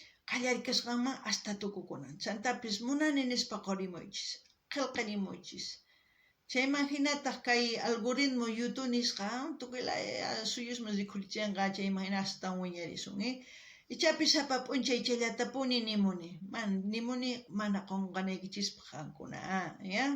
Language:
South Bolivian Quechua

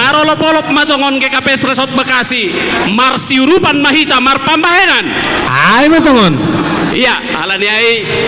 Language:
Batak Simalungun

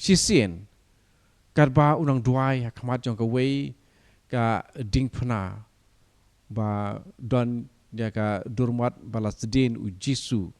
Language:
Khasi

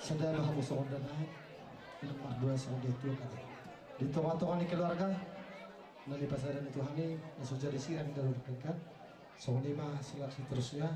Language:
Batak Toba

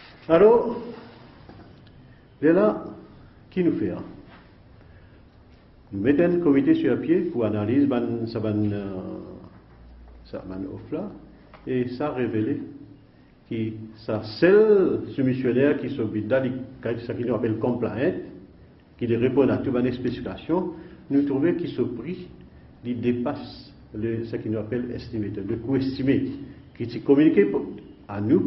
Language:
French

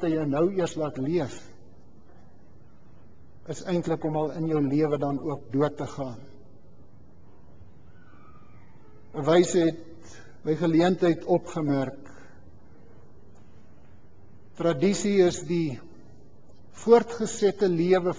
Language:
Afrikaans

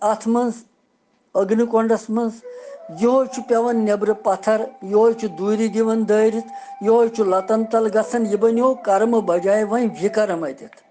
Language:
Kashmiri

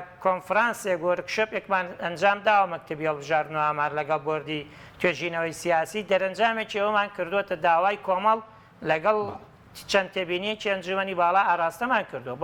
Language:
Central Kurdish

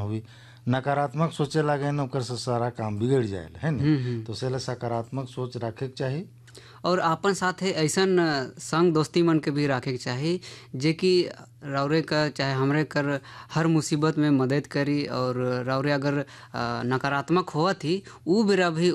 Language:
Bhojpuri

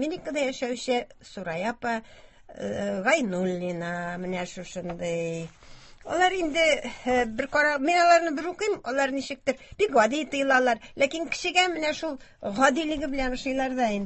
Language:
Tatar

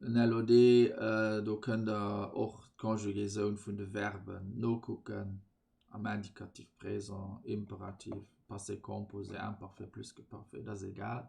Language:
Luxembourgish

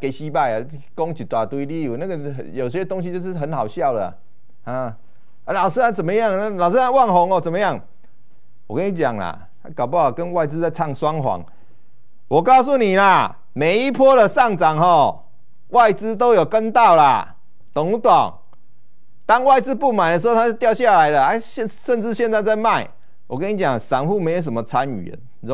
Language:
Chinese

